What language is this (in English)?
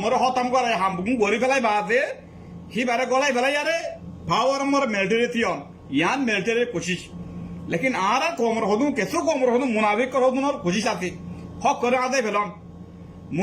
Rohingya